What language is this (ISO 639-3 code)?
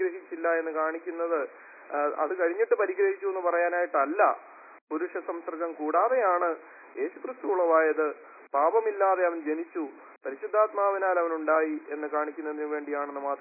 mal